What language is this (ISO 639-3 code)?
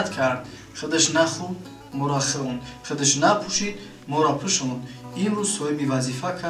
tgk